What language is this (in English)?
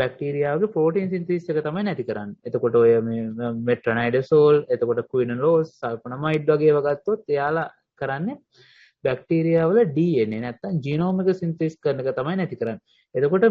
Sinhala